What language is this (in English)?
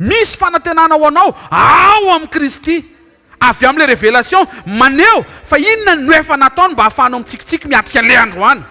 Malagasy